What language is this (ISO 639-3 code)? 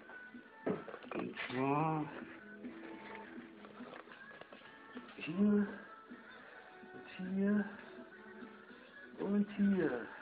deu